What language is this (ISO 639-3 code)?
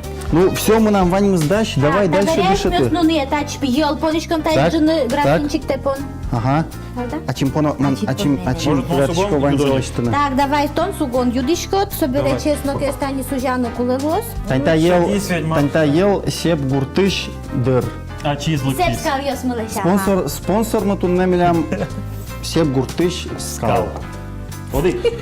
udm